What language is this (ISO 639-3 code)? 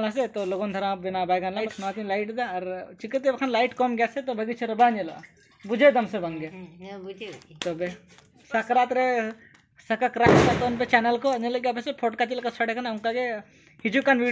sat